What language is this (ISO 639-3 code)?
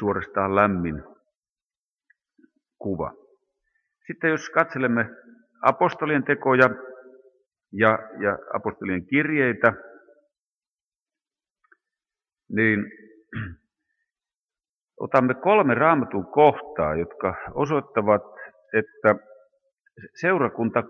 fin